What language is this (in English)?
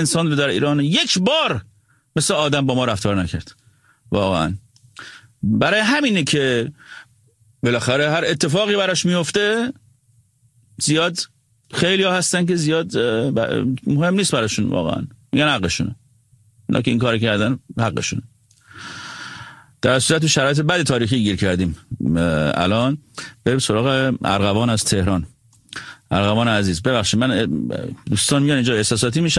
Persian